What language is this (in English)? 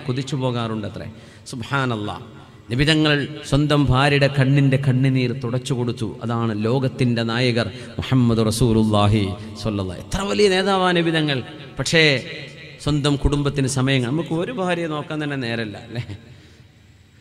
Malayalam